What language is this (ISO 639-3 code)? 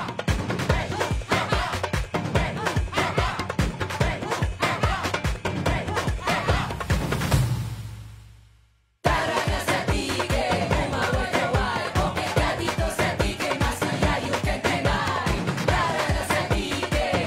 fil